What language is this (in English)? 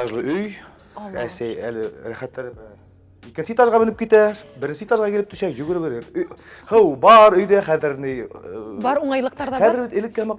Bashkir